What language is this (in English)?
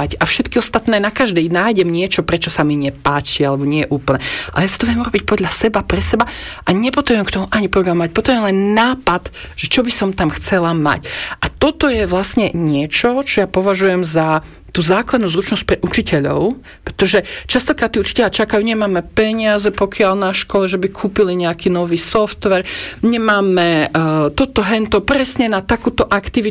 Slovak